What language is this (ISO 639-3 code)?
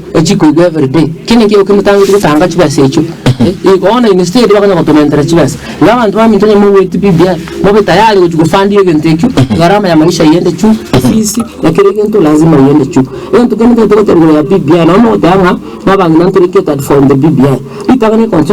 guz